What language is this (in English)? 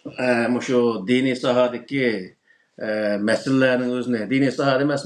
Uyghur